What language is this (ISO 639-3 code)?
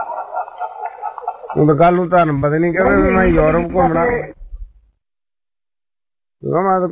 pan